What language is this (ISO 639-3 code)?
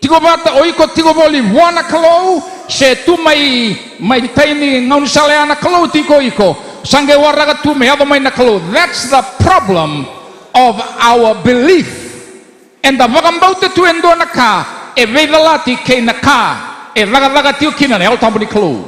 fij